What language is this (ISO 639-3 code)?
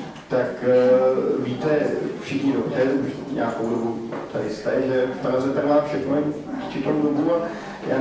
ces